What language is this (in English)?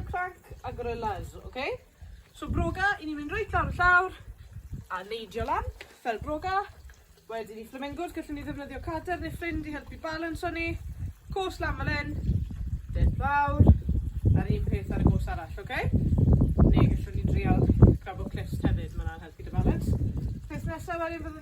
Welsh